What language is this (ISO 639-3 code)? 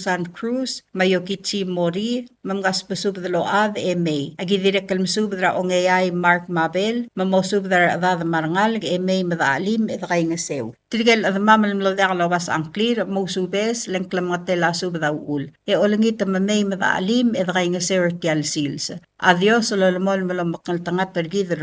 pau